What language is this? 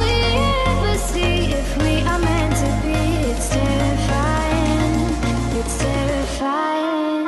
Swiss German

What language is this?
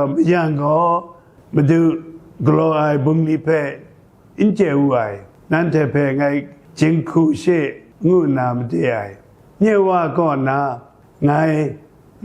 Kachin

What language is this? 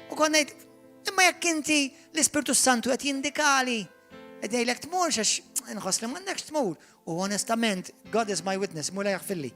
Maltese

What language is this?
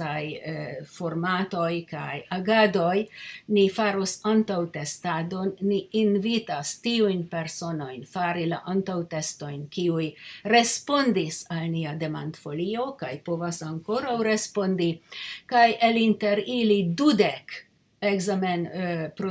Esperanto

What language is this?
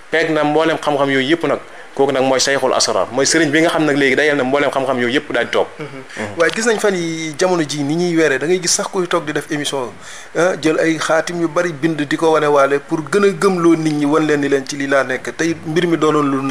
Wolof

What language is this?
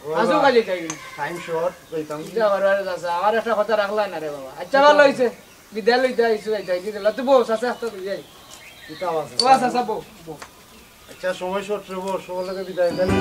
Sylheti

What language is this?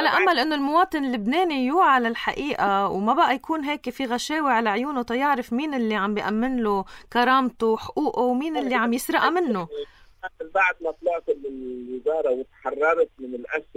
North Levantine Arabic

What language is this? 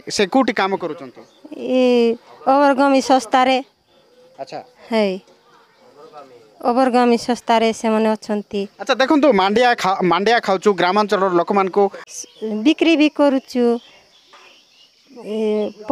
Odia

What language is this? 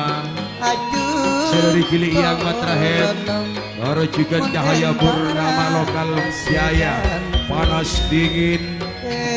Madurese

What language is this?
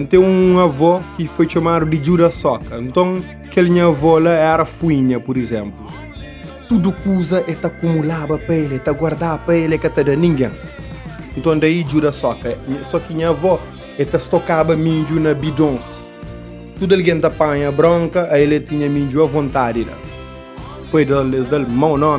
Kabuverdianu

